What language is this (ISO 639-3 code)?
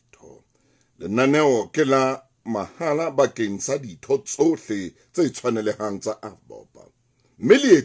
sot